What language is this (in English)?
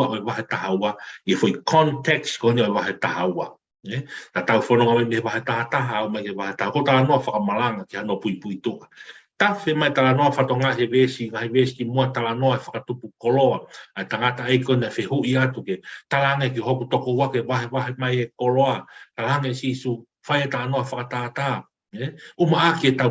Tongan